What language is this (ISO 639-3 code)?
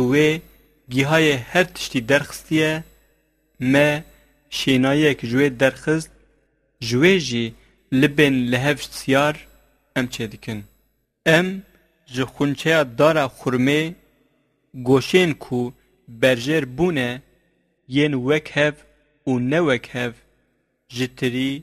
kur